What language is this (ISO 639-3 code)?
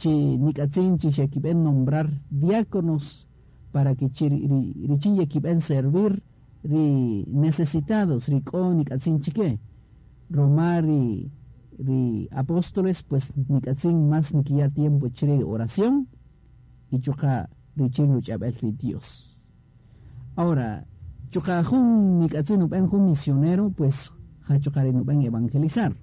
cak